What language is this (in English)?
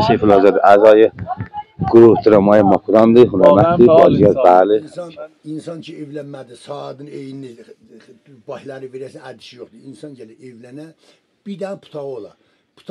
South Azerbaijani